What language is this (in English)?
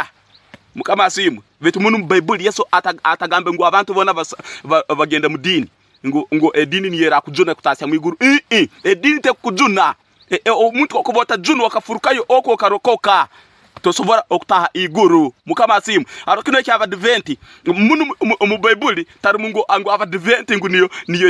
Tooro